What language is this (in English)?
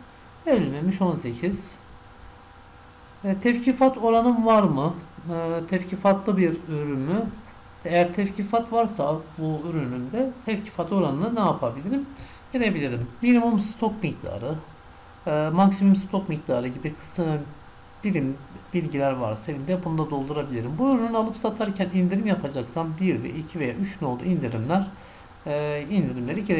Turkish